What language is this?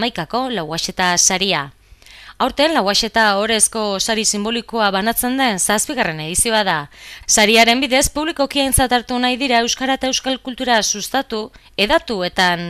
Basque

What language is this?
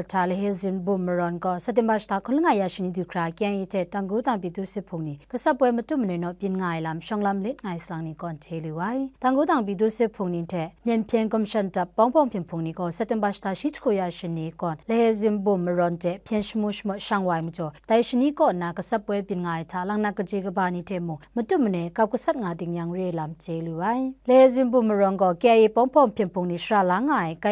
Kachin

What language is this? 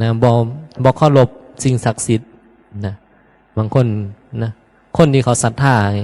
Northeastern Thai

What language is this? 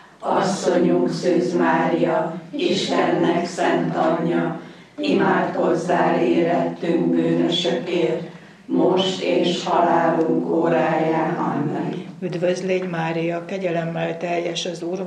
Hungarian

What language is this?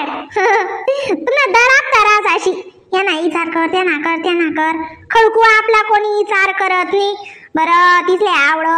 Khandesi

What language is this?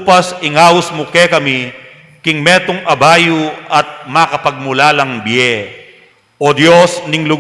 Pampanga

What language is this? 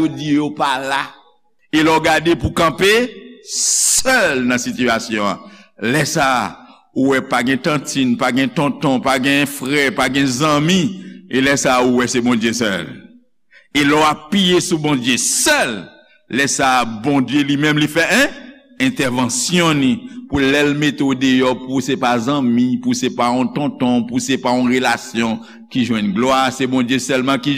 Haitian Creole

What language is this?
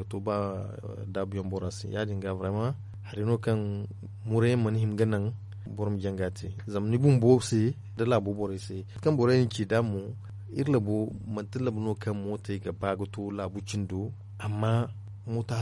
Zarma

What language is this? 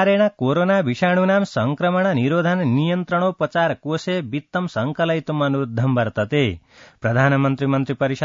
Sanskrit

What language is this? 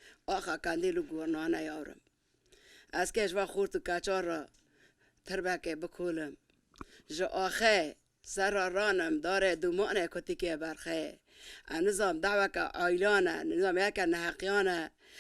Kurdish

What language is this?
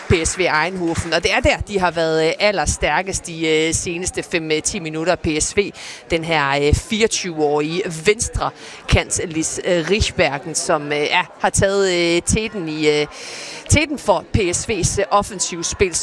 Danish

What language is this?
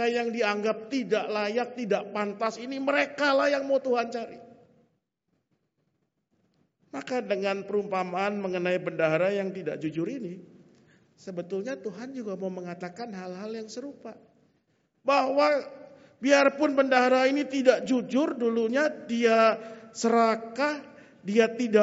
Indonesian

